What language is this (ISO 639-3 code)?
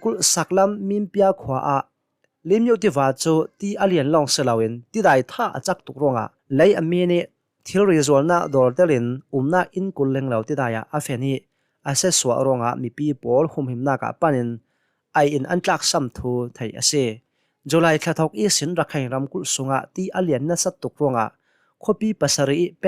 cnh